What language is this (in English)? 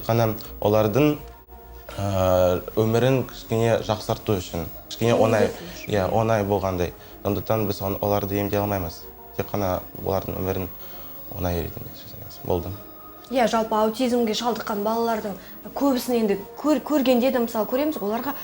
Kazakh